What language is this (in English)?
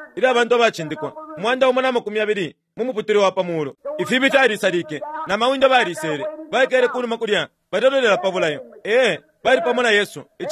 Bemba